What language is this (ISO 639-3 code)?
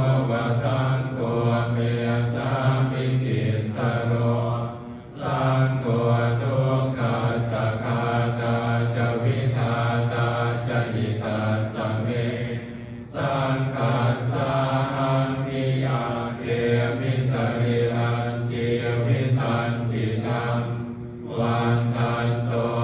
pli